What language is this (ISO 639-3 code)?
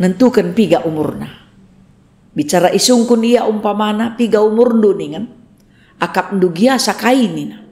btx